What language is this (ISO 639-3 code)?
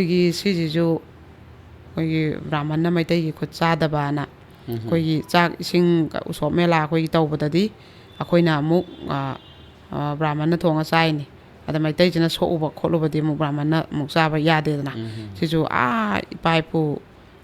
mni